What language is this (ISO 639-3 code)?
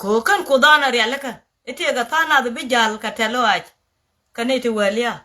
nus